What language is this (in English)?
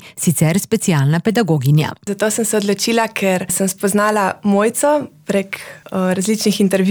Slovenian